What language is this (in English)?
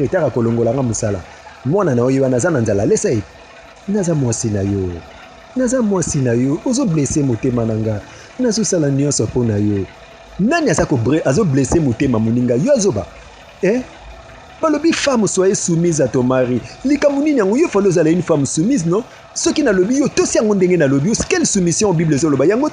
Lingala